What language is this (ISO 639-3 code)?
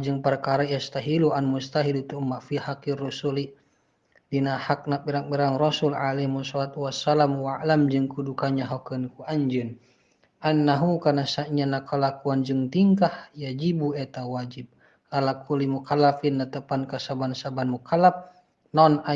sun